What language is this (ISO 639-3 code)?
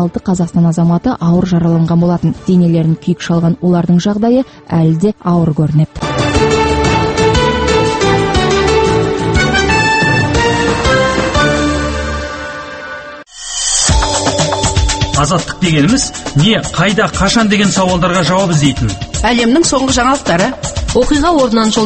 kaz